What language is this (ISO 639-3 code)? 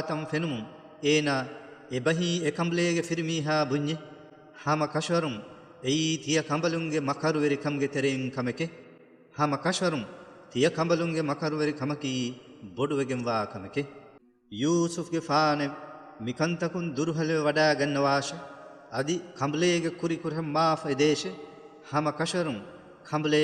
div